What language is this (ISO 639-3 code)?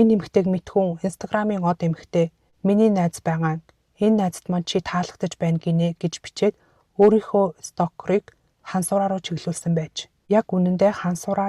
mon